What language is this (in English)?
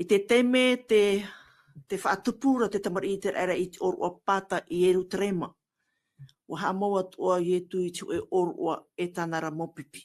Tahitian